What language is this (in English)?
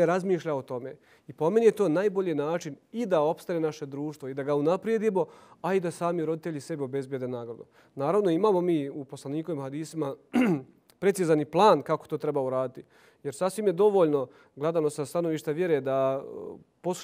Bosnian